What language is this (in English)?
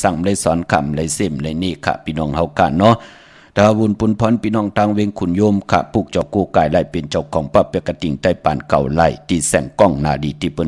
Shan